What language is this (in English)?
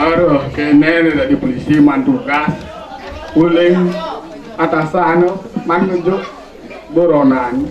Balinese